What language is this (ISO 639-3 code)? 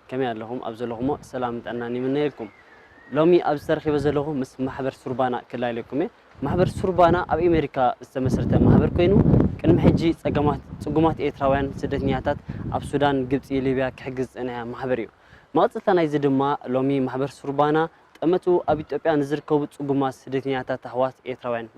tir